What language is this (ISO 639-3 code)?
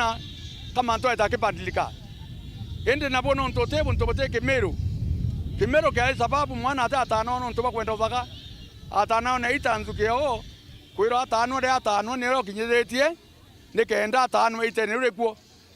mer